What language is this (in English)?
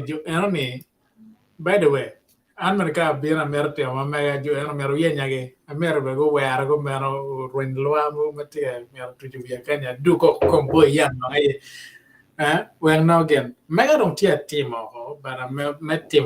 Acoli